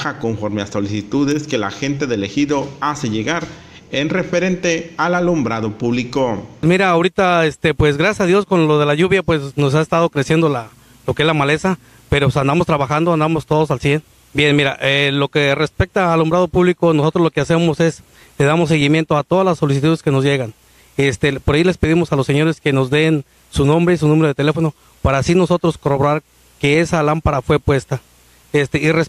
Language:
Spanish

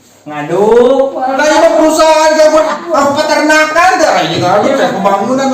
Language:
Sundanese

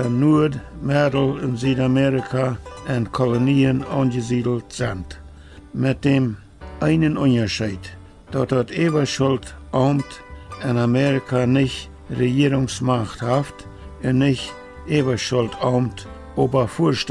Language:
Plautdietsch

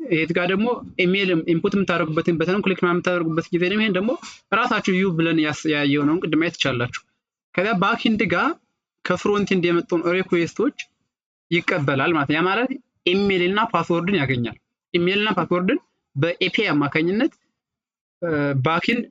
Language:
Amharic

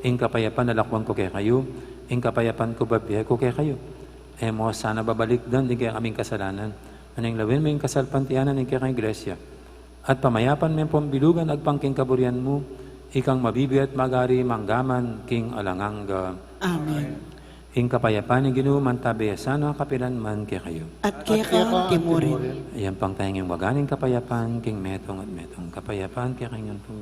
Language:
Pampanga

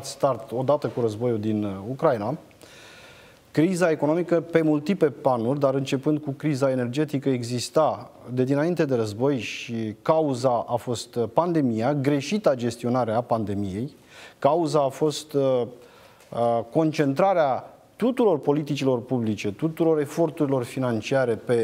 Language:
Romanian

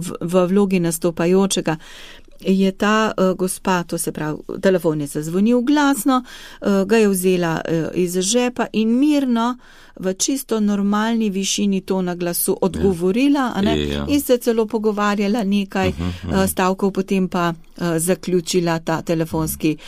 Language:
Slovenian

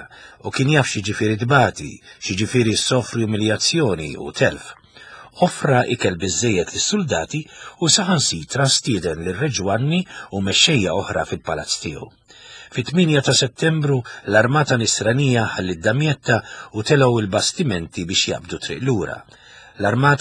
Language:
Maltese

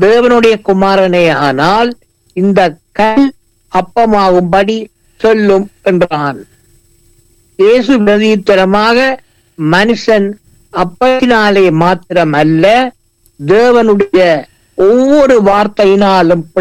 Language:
Tamil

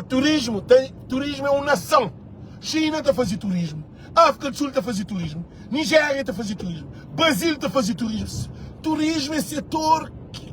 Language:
Kabuverdianu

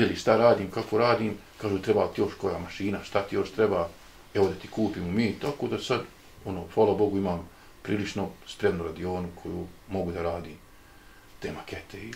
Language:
Bosnian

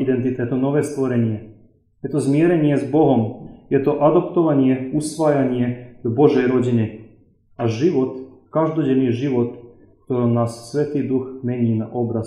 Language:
Slovak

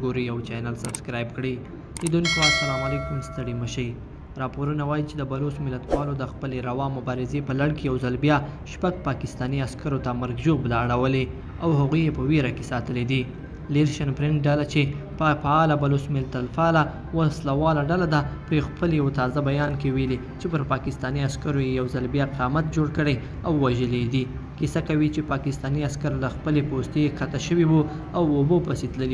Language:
Pashto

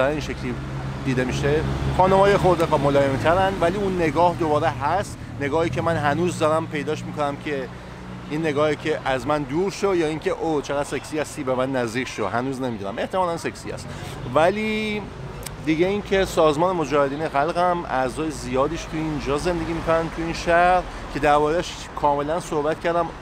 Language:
Persian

